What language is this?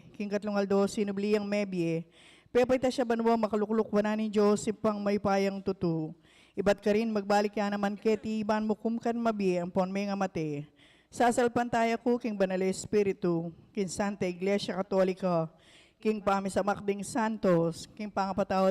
Pampanga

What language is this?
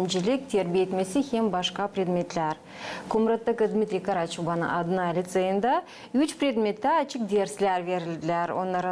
Gagauz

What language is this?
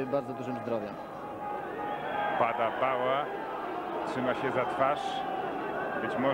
Polish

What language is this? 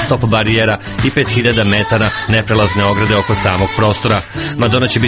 Serbian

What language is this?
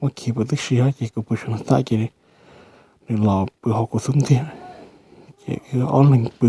Hmong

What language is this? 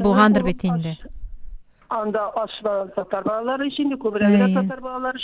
Tatar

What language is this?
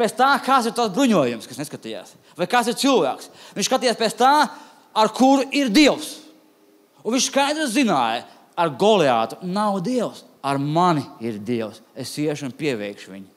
Latvian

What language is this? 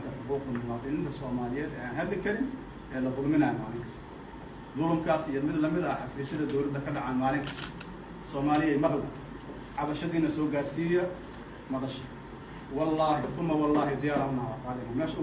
Somali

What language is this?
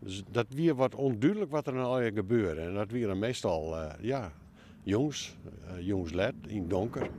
Western Frisian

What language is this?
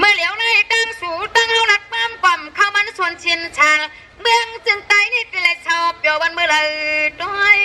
Shan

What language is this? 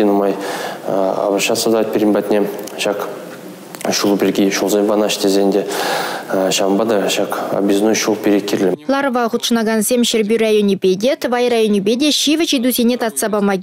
Chuvash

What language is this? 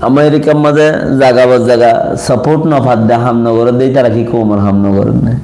Rohingya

